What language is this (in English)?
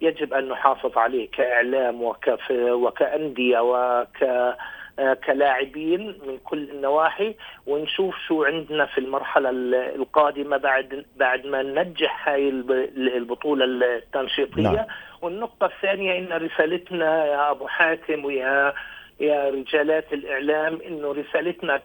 North Levantine Arabic